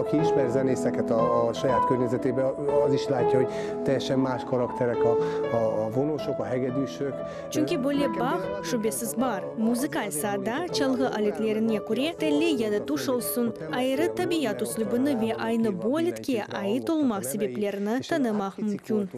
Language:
Crimean Tatar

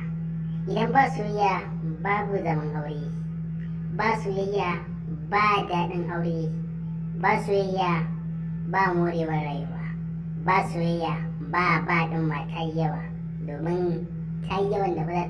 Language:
Hausa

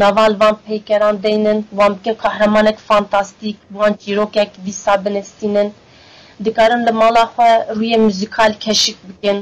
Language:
Kurdish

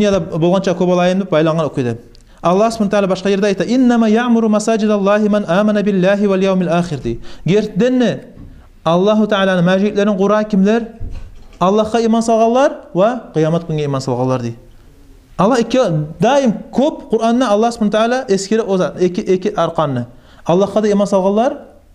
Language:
Kumyk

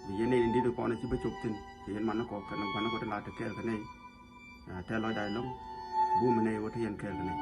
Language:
Nuer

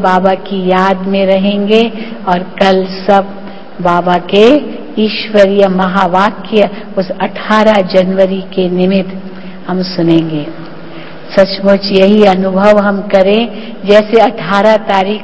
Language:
Hindi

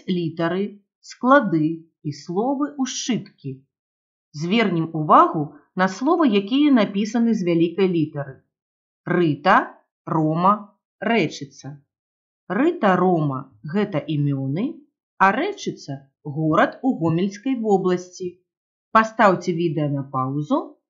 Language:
Belarusian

